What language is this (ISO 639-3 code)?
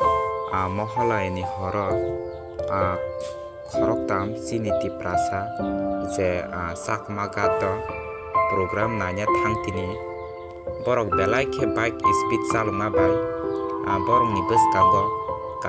trp